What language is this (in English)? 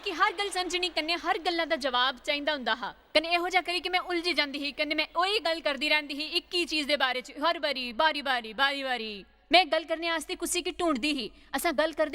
Dogri